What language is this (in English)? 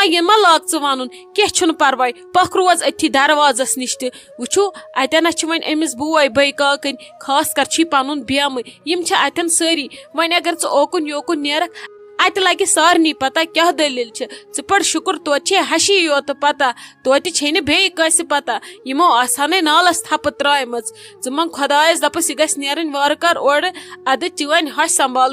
Kashmiri